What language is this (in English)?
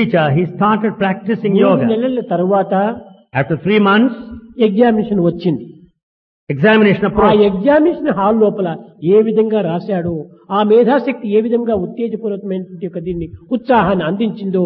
Telugu